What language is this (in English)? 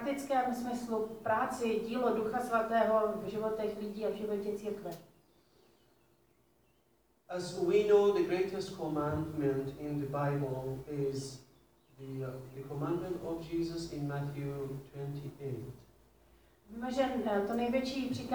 Czech